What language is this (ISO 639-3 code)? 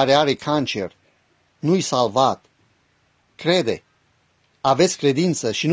ron